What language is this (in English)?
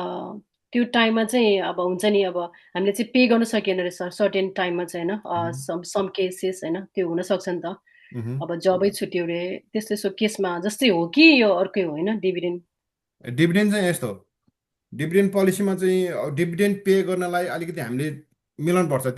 Nepali